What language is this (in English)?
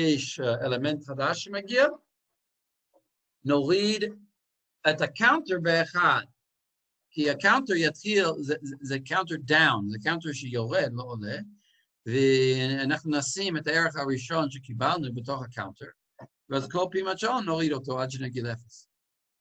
Hebrew